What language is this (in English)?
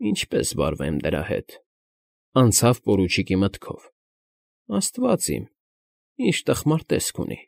Armenian